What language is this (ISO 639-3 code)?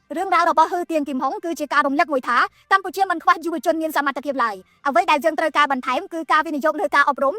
khm